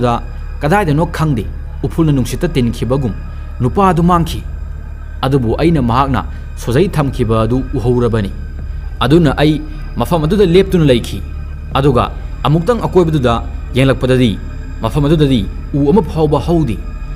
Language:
Manipuri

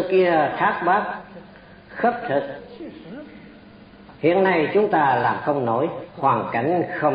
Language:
Vietnamese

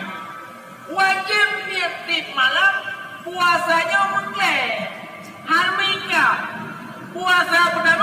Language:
Achinese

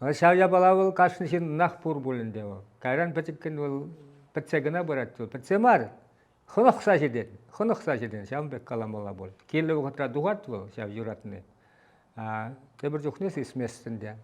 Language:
Chuvash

